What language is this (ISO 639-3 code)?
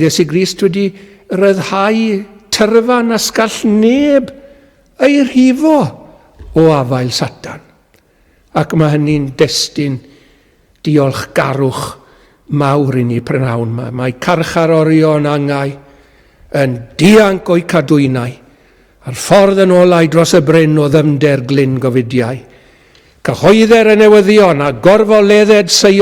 cym